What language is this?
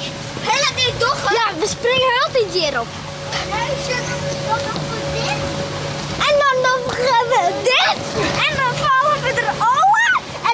Western Frisian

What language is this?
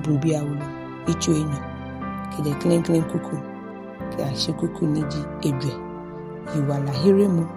Ga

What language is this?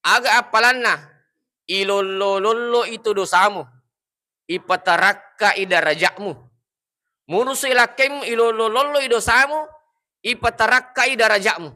Buginese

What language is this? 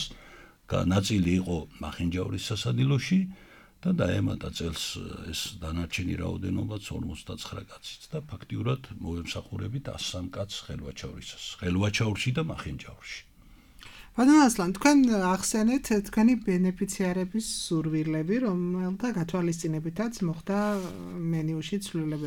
Georgian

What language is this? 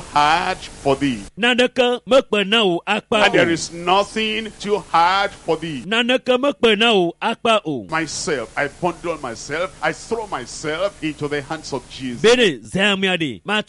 Ewe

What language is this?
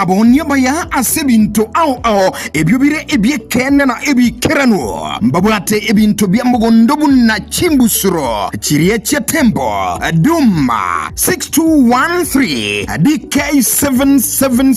Gusii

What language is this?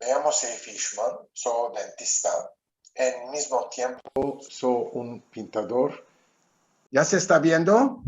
Ladino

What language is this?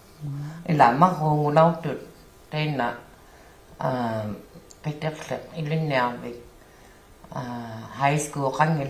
Inuktitut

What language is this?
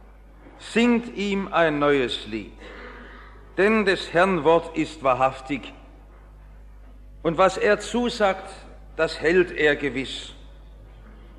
German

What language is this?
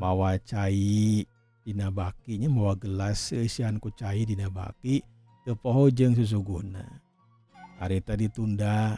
Sundanese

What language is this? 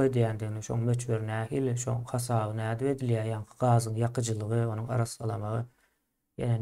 Turkmen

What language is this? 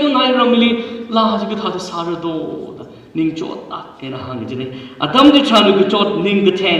Tangkhul Naga (India)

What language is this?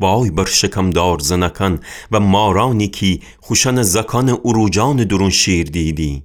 Gilaki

